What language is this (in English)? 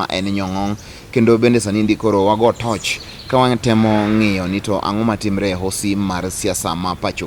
Luo (Kenya and Tanzania)